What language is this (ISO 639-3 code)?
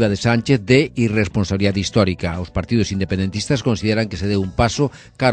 glg